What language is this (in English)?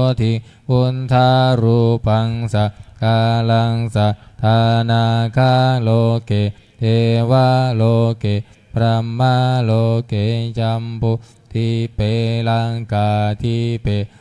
Pali